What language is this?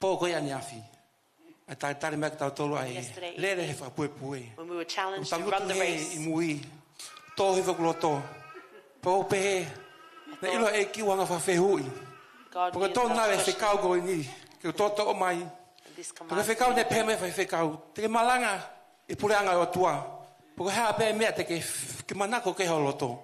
Tongan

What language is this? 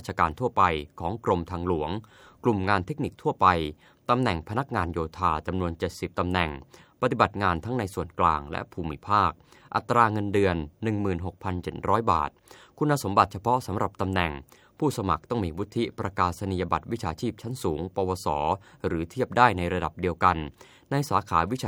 Thai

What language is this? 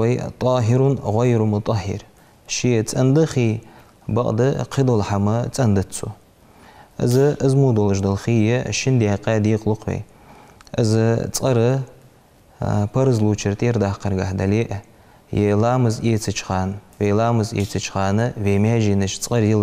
Ingush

